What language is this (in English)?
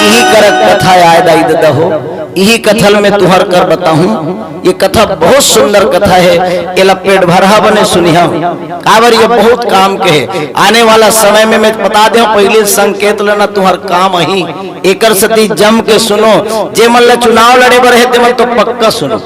Chhattisgarhi